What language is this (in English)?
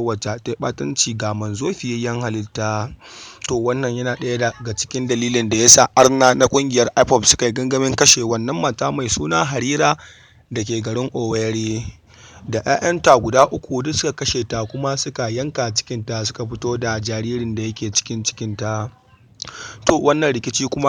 Hausa